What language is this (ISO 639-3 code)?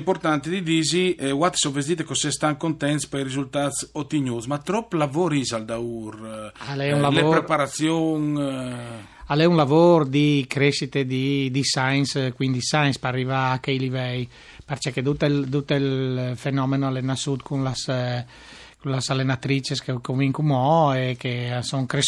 fur